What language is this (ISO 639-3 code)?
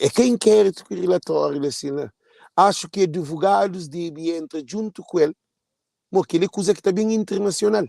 kea